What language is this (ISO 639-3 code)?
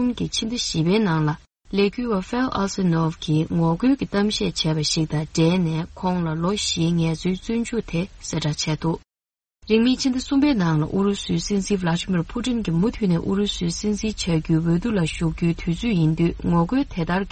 bod